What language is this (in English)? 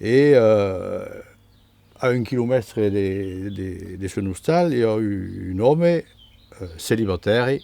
Occitan